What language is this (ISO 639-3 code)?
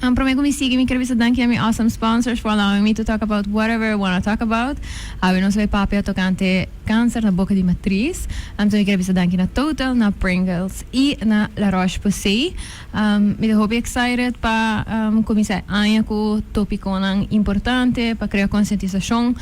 pap